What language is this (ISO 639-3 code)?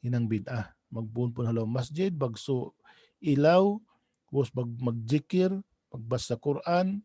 tsg